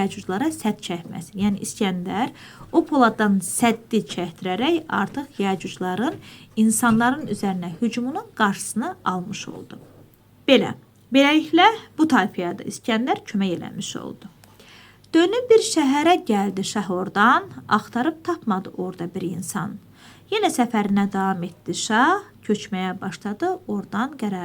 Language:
Azerbaijani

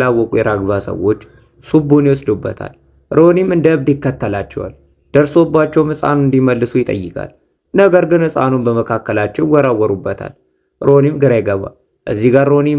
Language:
Amharic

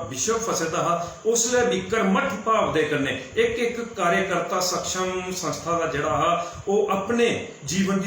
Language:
Dogri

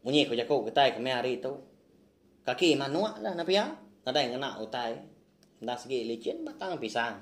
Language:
Iban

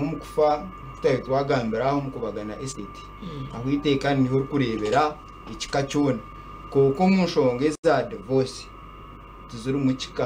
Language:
Nyankole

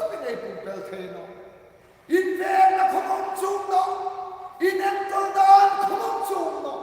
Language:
Hmar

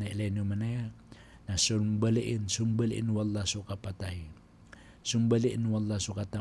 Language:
Maranao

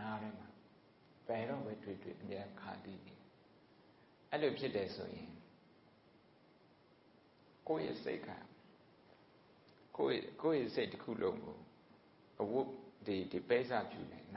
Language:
Burmese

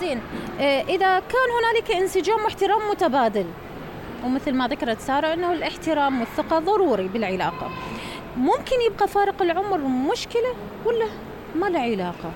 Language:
Mesopotamian Arabic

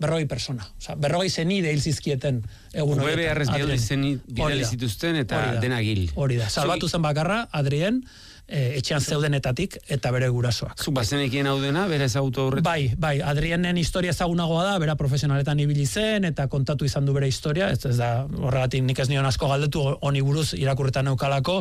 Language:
Basque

